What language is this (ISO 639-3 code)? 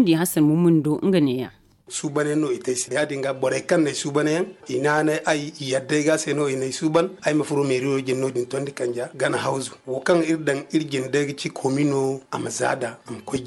dje